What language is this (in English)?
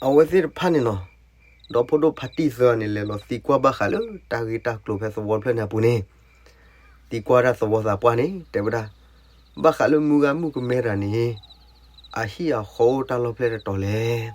S'gaw Karen